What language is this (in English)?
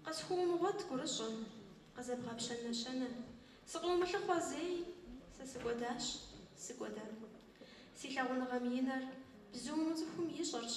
Kabardian